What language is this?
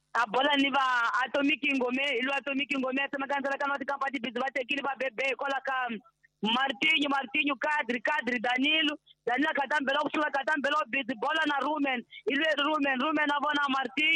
Tsonga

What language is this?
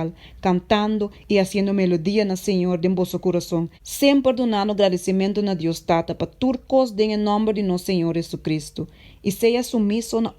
Papiamento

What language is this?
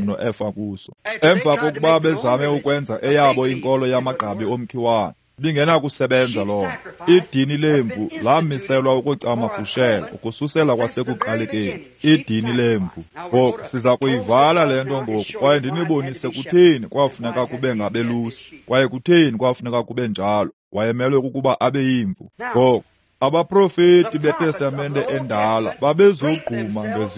Xhosa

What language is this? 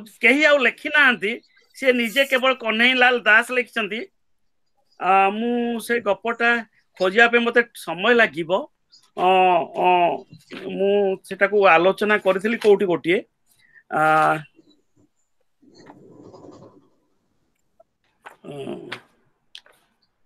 Odia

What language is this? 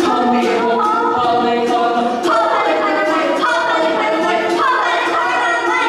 Hawaiian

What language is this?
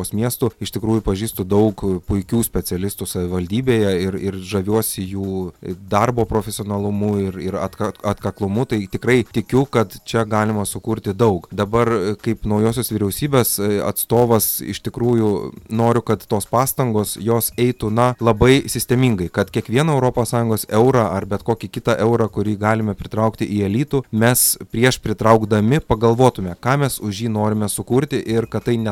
Lithuanian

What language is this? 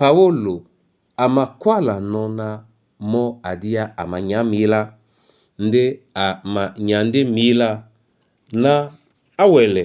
Duala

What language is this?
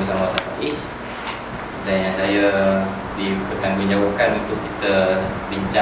Malay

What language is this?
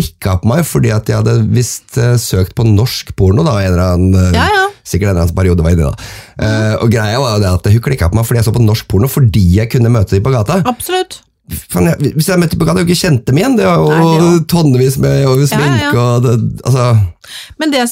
Norwegian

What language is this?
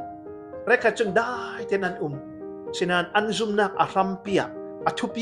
Falam Chin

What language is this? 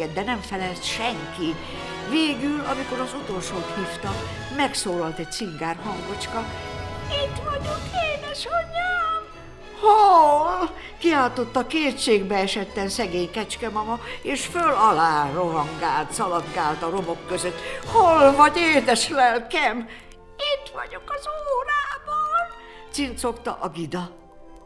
Hungarian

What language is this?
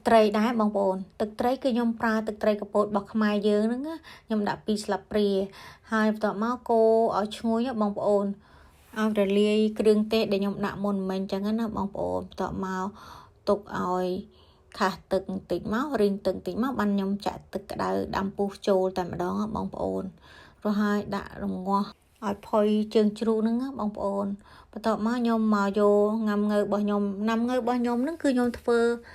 Khmer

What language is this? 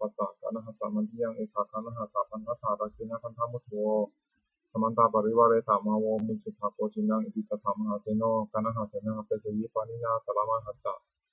Pali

